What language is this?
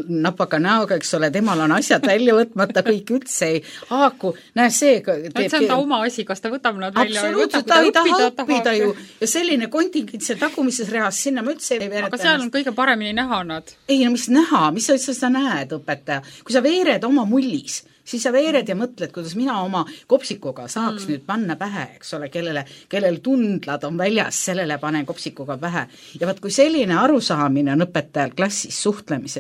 Estonian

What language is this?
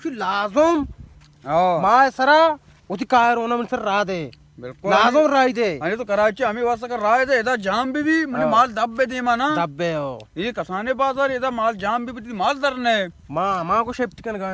Baluchi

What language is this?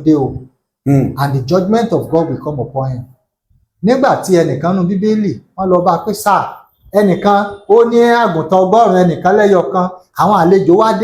Yoruba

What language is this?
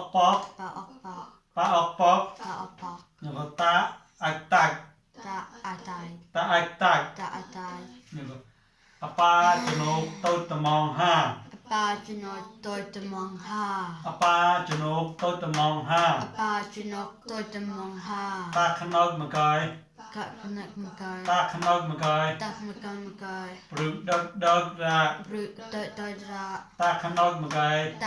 Mon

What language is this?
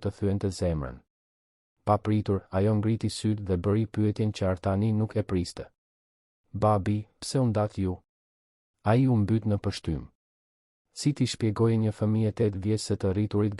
Albanian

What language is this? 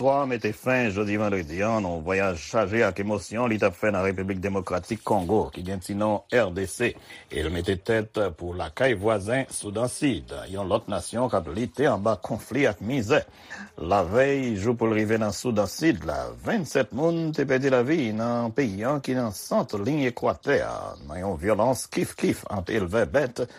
Haitian Creole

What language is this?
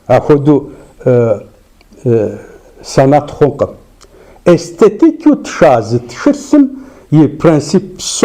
Kabardian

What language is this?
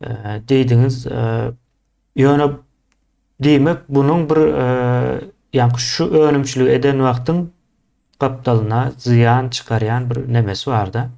Turkmen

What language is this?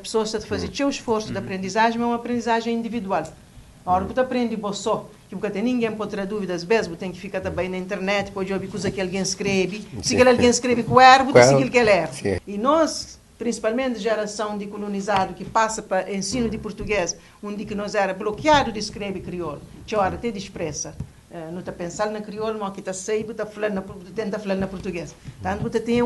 Kabuverdianu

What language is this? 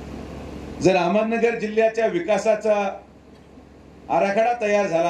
Marathi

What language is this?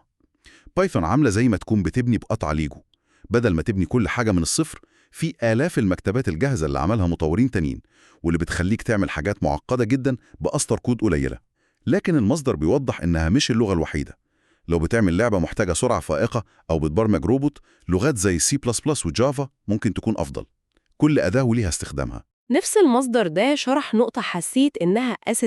Egyptian Arabic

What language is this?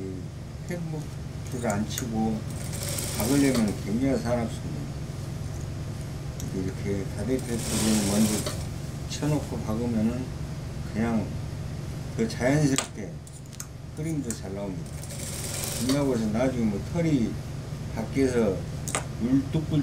Korean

